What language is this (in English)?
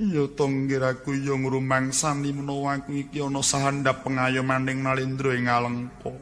Javanese